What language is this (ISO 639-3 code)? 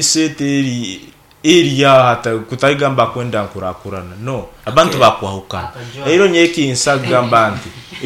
nyn